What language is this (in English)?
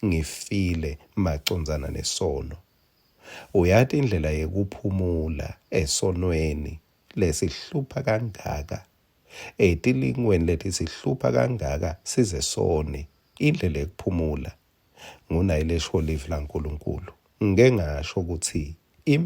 Swati